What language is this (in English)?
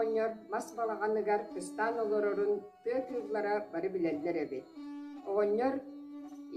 Yakut